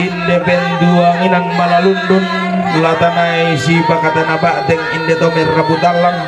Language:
Toraja-Sa'dan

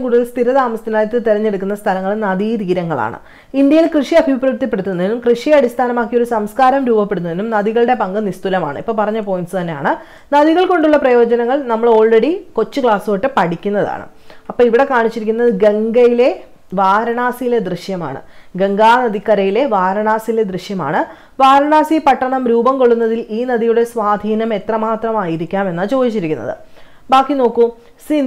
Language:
Malayalam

